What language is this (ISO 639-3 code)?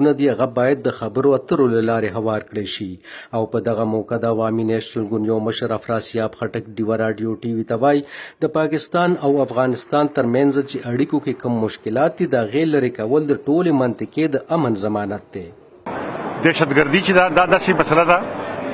pus